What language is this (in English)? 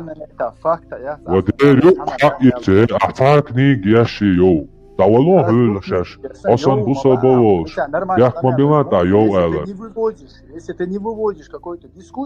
Chechen